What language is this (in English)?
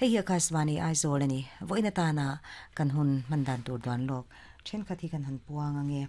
Mizo